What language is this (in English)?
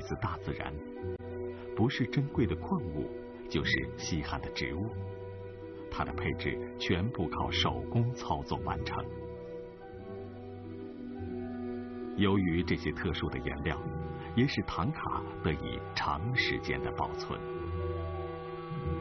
Chinese